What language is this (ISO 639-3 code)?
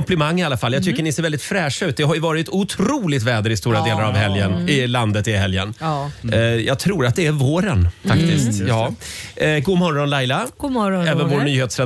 swe